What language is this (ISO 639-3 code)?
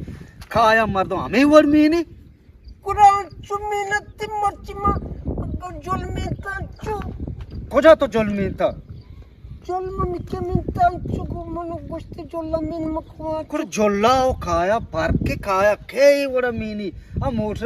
bgp